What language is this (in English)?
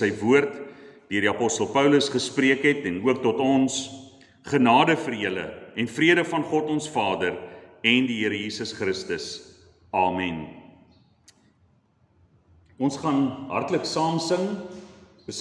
Afrikaans